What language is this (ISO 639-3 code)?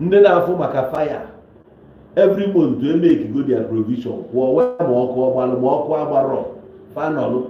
ibo